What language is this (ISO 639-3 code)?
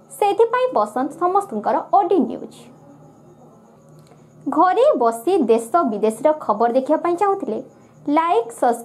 ori